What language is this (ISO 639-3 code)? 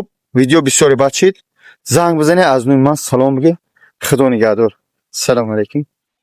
tgk